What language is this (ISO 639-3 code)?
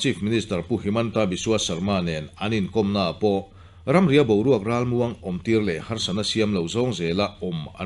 lus